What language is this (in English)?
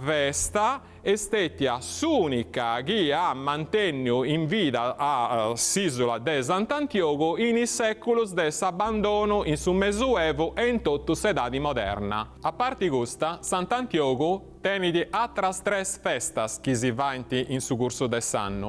Sardinian